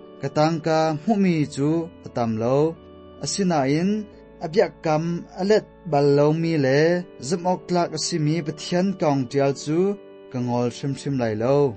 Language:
Hakha Chin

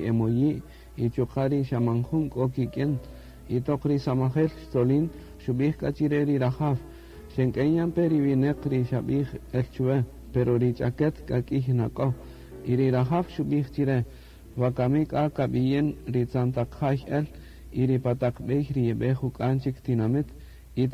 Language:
Kaqchikel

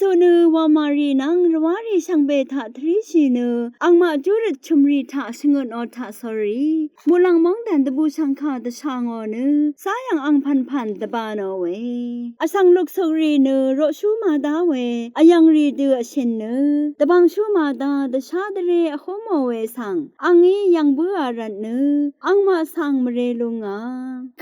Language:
Rawang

